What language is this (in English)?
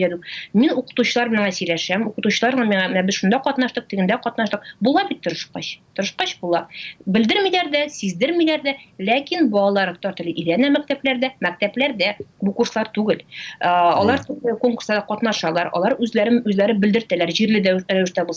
Tatar